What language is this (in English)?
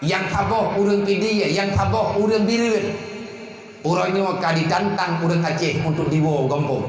Achinese